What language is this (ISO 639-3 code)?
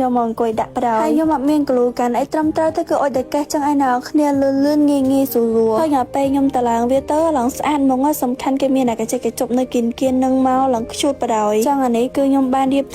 khm